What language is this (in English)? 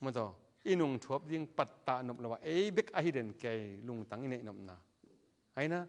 Tedim Chin